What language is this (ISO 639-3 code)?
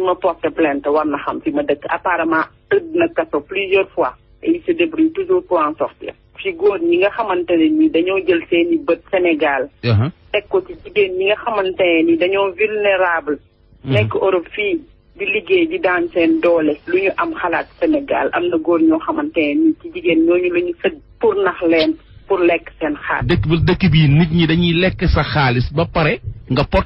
wol